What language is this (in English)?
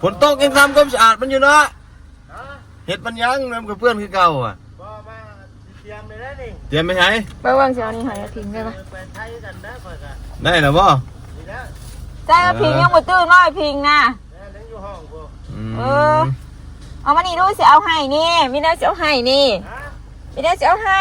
Northeastern Thai